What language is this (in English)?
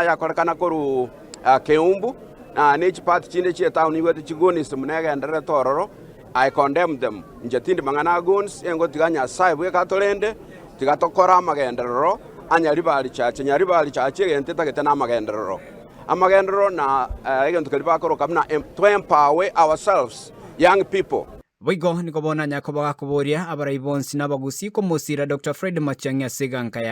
Gusii